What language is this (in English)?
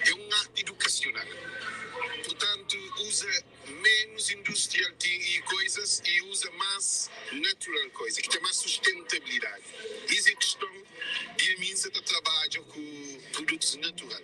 Kabuverdianu